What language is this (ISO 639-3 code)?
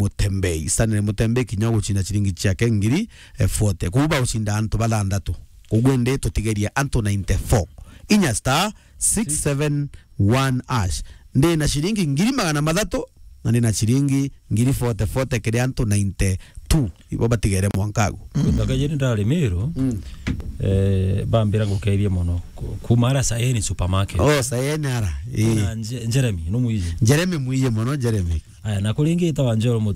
mer